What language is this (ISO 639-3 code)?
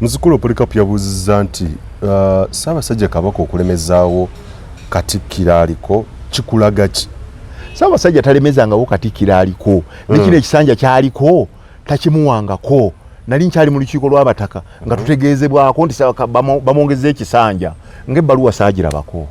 lug